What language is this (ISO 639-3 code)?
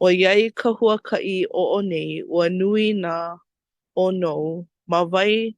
haw